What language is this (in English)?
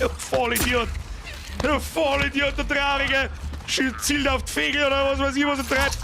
Bavarian